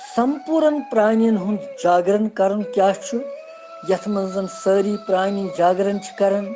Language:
Kashmiri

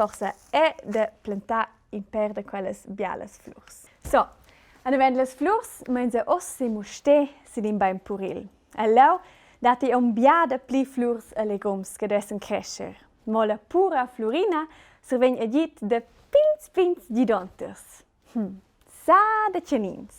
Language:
Romansh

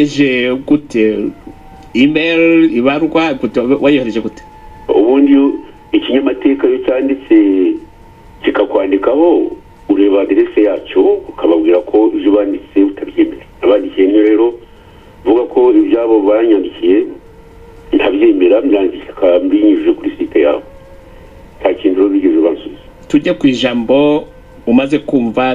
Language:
Kinyarwanda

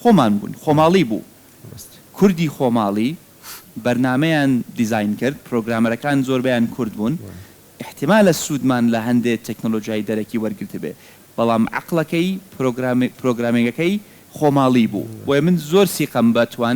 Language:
Central Kurdish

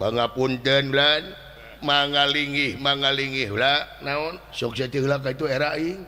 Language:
Sundanese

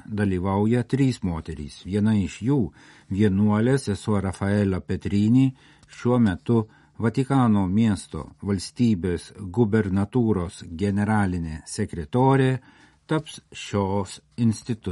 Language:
Lithuanian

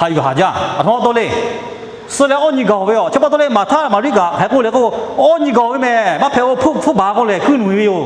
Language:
Lahu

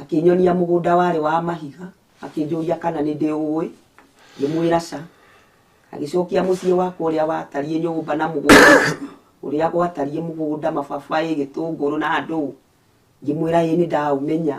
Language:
Kikuyu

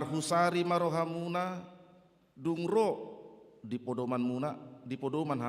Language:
Batak Toba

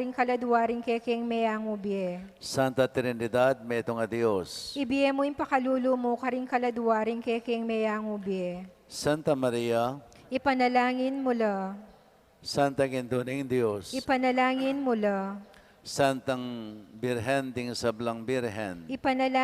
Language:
Pampanga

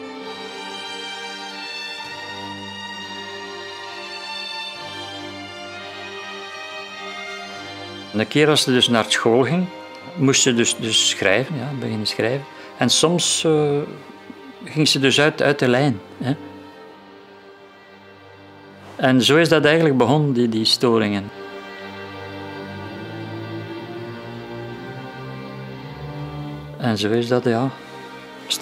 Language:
Dutch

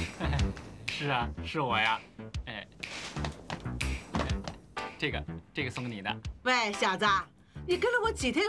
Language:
Chinese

